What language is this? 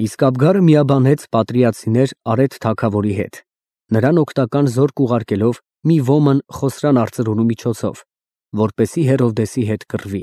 Armenian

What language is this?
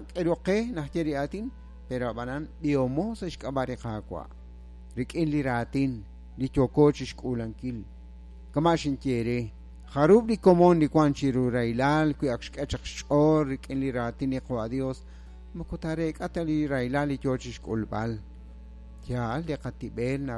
Kekchí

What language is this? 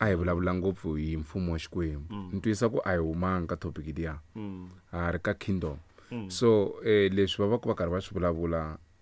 Tsonga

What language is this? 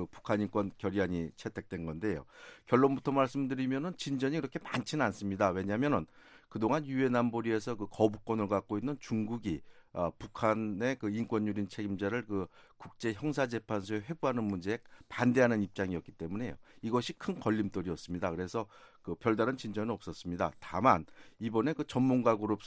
Korean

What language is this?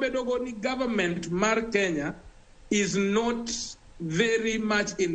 Luo (Kenya and Tanzania)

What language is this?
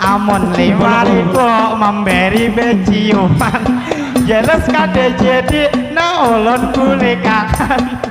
Banjar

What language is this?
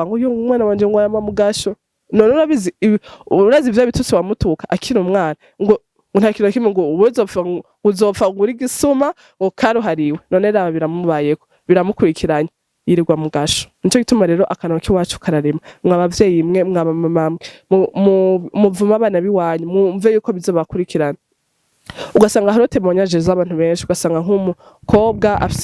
Rundi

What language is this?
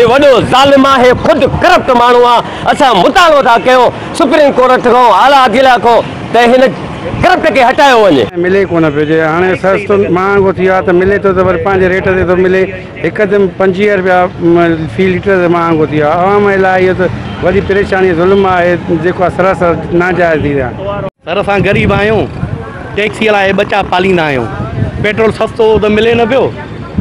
Sindhi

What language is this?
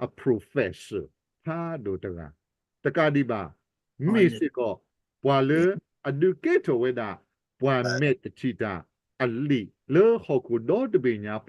S'gaw Karen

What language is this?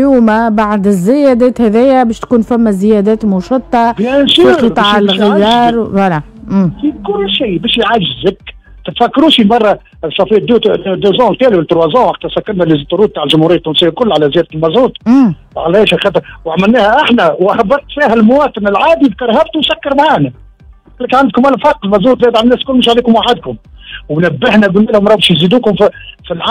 Tunisian Arabic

